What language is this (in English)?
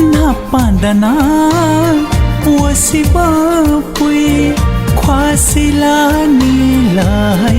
Newari